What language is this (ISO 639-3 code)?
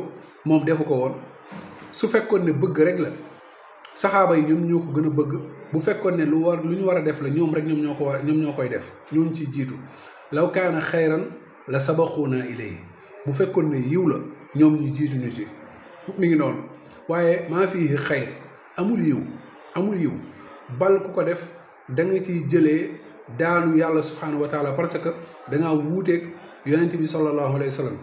wol